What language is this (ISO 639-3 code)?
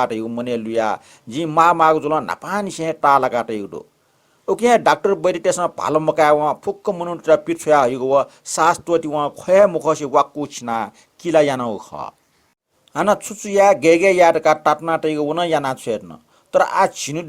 new